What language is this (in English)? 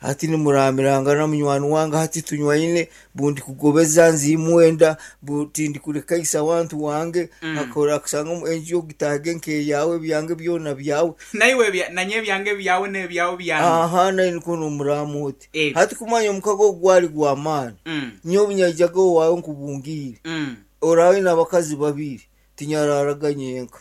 Nyankole